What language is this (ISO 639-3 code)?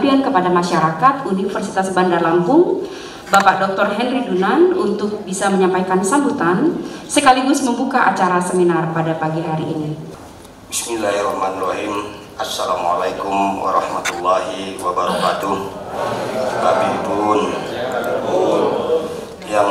ind